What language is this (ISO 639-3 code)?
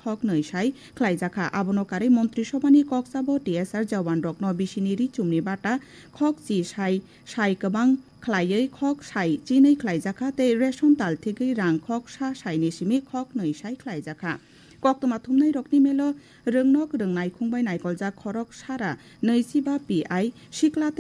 trp